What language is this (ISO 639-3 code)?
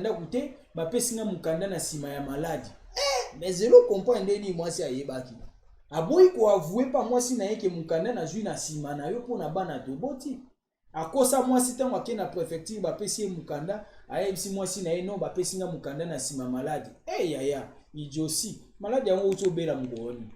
lin